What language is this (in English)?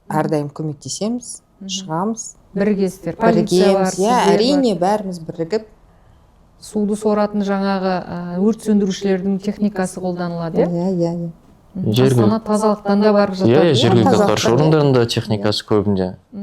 Kazakh